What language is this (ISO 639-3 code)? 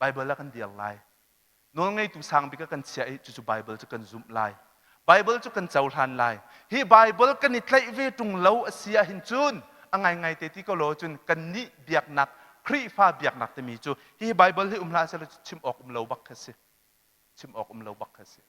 cnh